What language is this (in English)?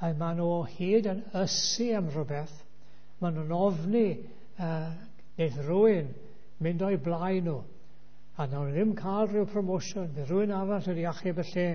Welsh